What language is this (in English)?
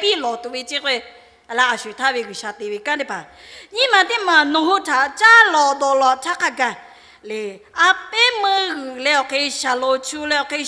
Lahu